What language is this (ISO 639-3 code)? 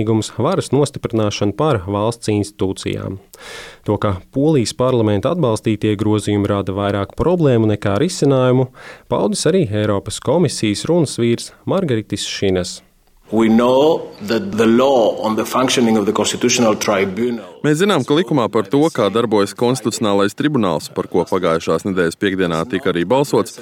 lav